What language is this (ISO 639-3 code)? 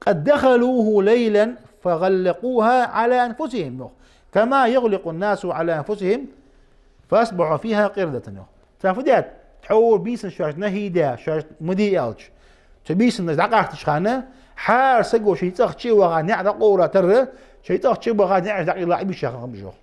inh